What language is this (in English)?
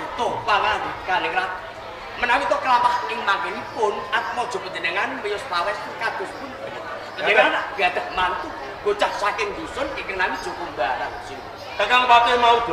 Javanese